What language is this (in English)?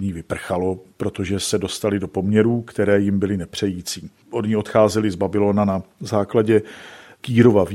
Czech